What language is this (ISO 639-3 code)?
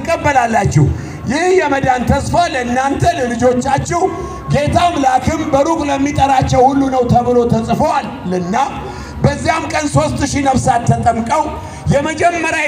amh